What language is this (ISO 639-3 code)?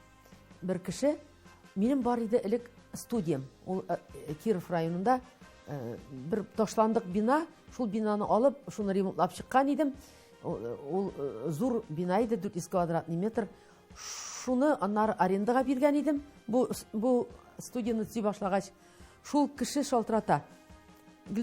tat